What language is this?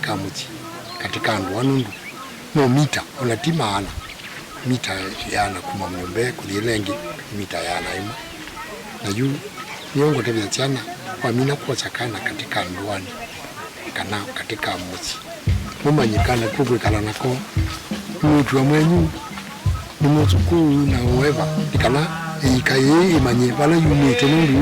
Kamba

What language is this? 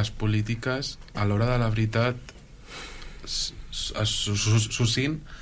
Catalan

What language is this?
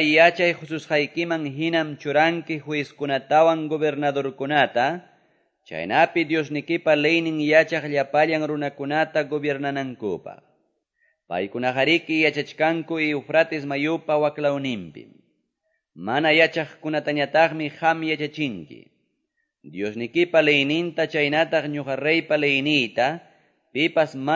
Quechua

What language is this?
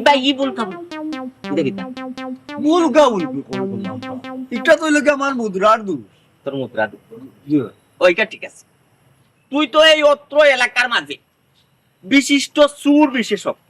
Sylheti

